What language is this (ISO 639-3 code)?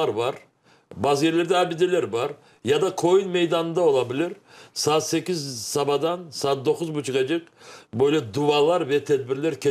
crh